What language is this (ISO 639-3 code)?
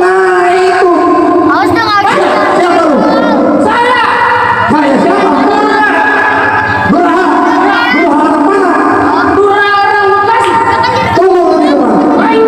bew